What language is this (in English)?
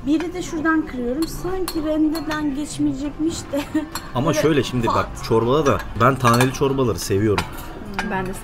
Turkish